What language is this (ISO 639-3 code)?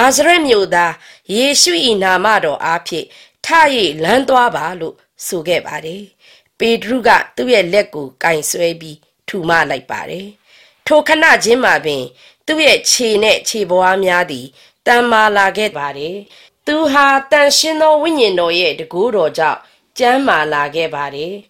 mya